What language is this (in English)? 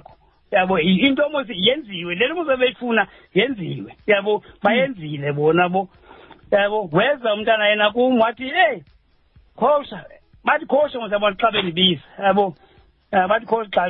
Xhosa